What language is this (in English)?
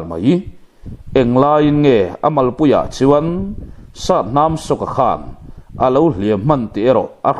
Mizo